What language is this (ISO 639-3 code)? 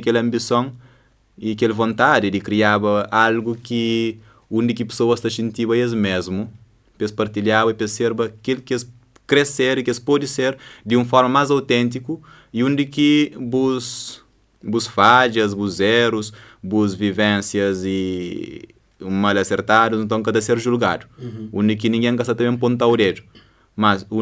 kea